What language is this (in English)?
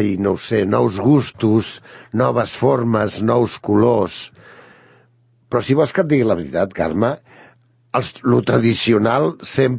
Catalan